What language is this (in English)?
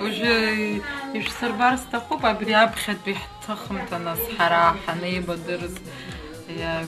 Abkhazian